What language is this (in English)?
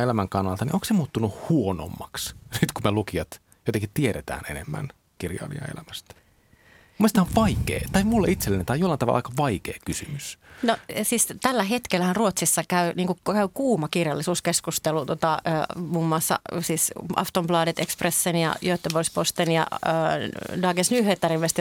Finnish